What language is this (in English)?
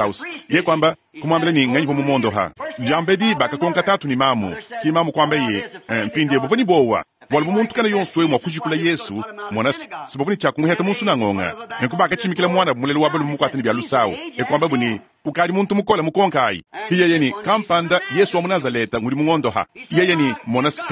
Luba-Lulua